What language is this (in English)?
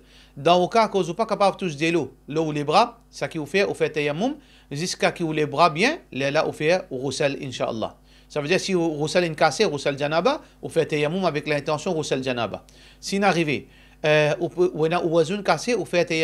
Morisyen